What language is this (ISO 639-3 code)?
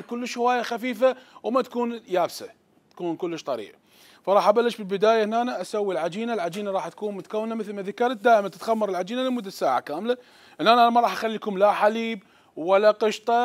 acm